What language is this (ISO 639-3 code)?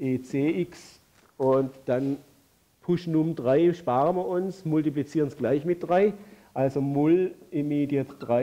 deu